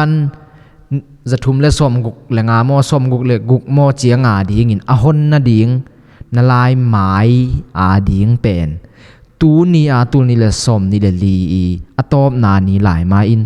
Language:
Tedim Chin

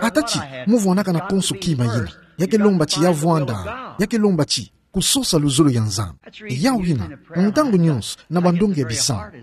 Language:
Kituba (Democratic Republic of Congo)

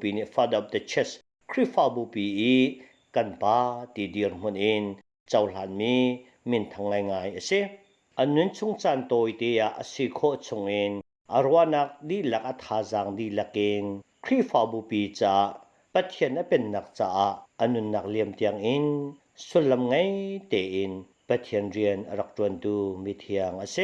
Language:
Hakha Chin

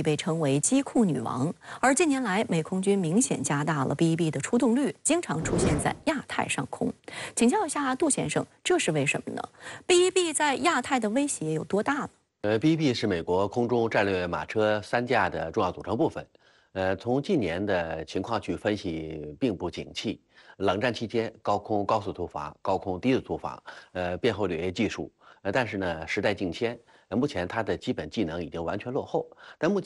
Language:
Chinese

